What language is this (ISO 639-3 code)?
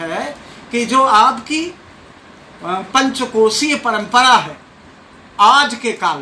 hin